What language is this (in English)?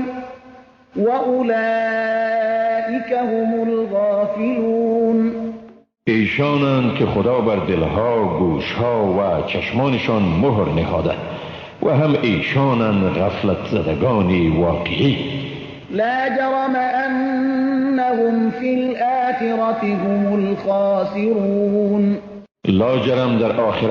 Persian